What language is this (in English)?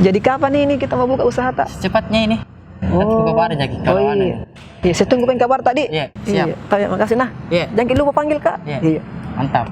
Makassar Malay